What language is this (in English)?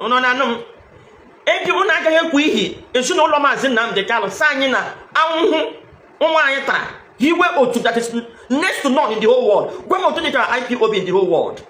Igbo